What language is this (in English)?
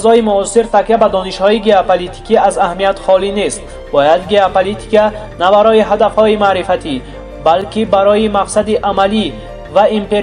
Tajik